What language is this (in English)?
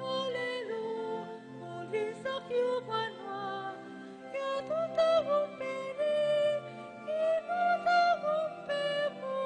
Pampanga